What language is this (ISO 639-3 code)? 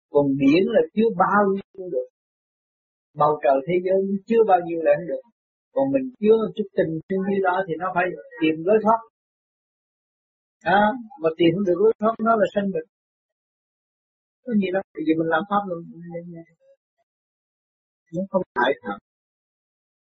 vie